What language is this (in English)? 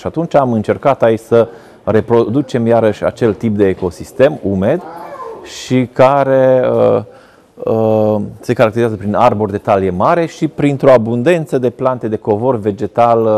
Romanian